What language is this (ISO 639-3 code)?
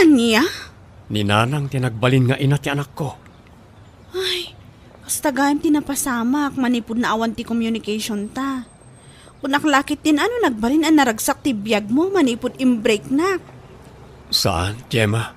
ilo